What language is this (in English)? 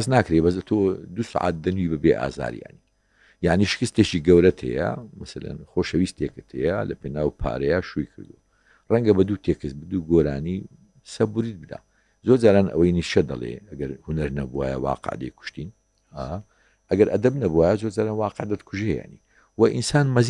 Central Kurdish